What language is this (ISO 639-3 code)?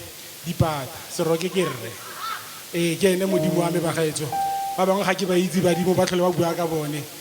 tsn